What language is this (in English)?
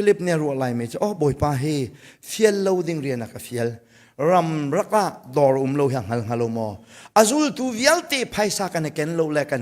Hakha Chin